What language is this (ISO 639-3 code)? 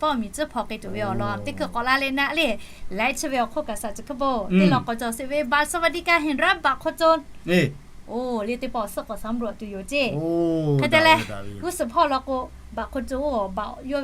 lhu